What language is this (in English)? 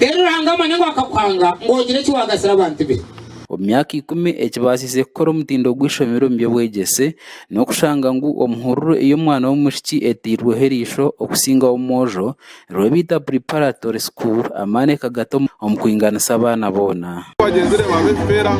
Nyankole